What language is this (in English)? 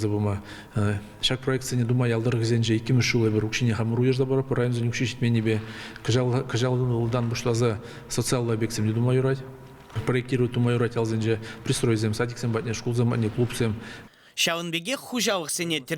Chuvash